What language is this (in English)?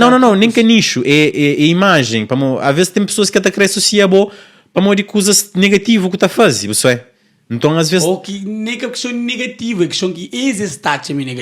Kabuverdianu